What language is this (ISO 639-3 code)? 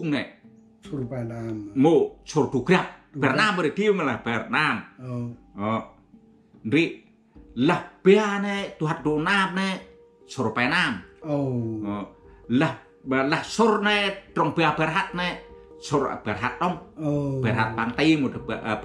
cmo